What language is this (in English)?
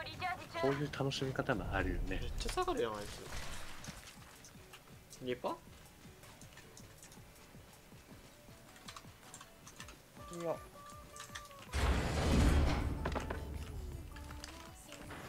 Japanese